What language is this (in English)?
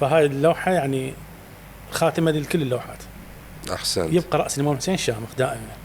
Mesopotamian Arabic